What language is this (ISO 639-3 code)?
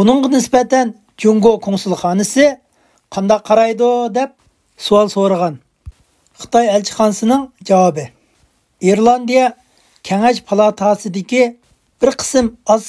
uig